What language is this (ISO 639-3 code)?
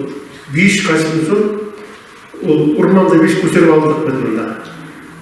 bak